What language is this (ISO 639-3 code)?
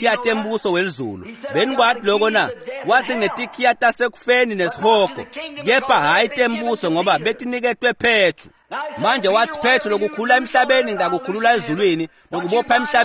ssw